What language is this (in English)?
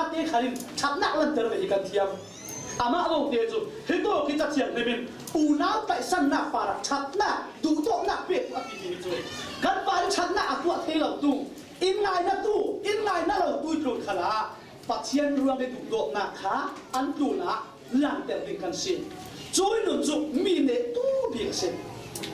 Falam Chin